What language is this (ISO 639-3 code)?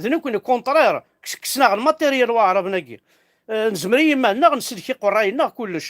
kab